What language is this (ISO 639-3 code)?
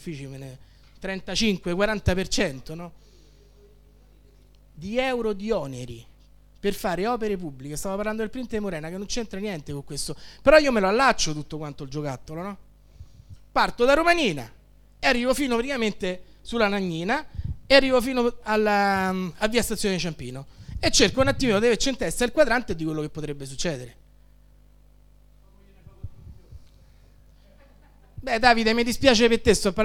ita